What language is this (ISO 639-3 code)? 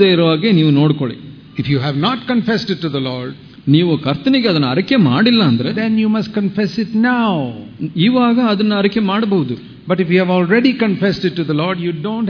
kan